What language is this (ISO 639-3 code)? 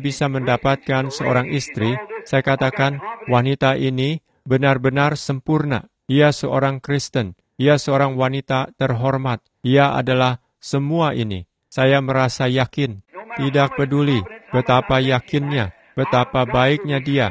ind